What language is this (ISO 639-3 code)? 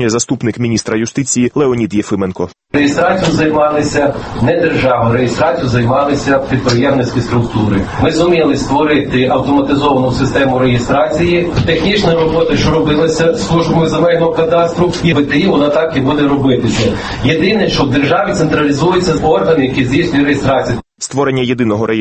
ukr